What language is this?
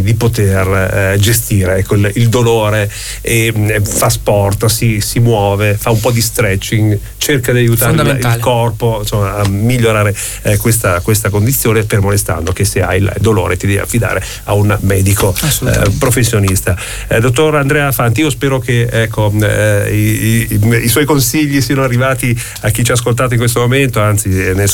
Italian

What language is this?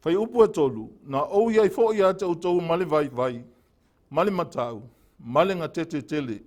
Samoan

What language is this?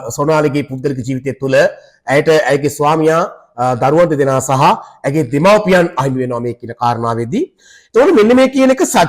Sinhala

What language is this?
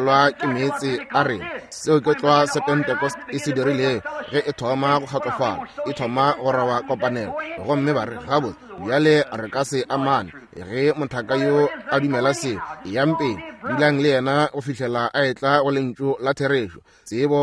Northern Sotho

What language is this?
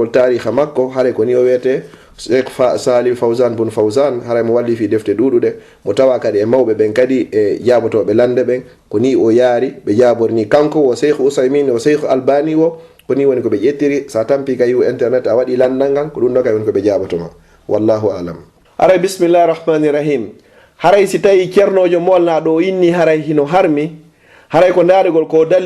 Fula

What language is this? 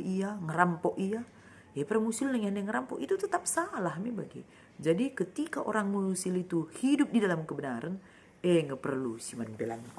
Batak Karo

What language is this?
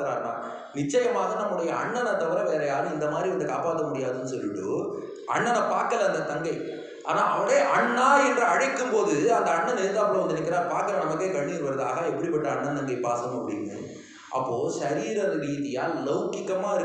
Tamil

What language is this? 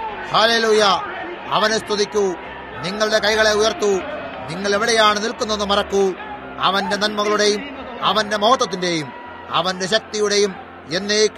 Malayalam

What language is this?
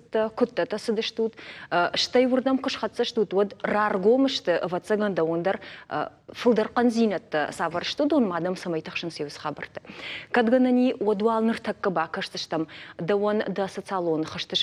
Ossetic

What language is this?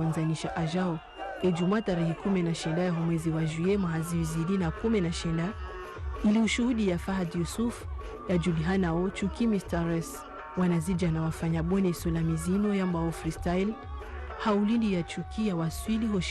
Ngazidja Comorian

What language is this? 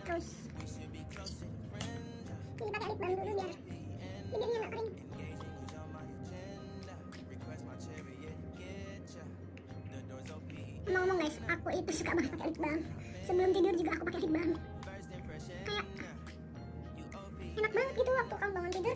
Indonesian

